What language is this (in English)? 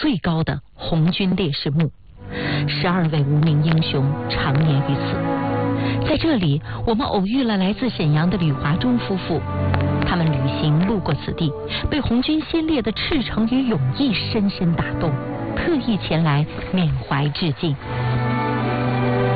Chinese